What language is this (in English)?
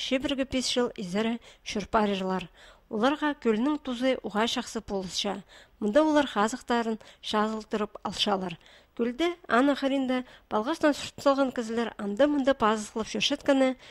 Khakas